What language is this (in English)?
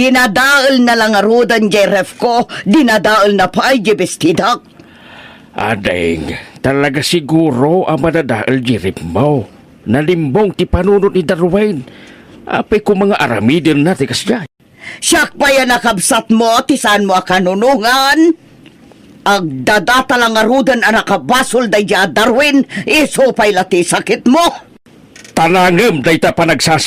Iloko